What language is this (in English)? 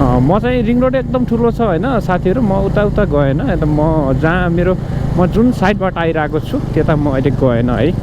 Nepali